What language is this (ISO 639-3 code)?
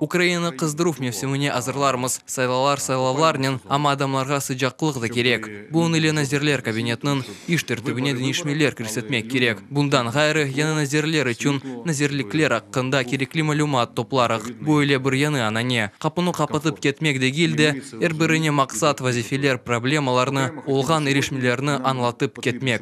crh